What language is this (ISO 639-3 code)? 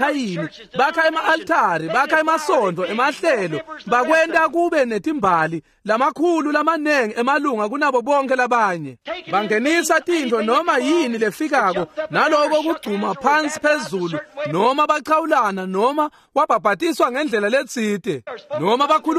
ssw